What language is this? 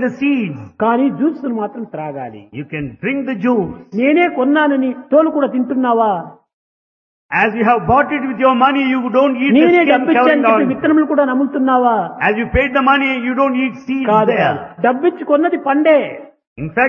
Telugu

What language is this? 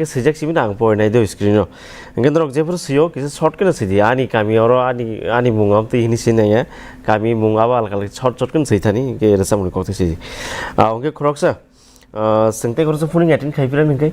Kok Borok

